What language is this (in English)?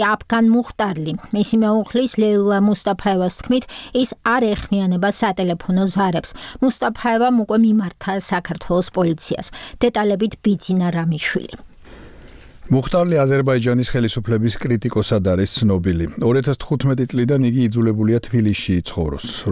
Georgian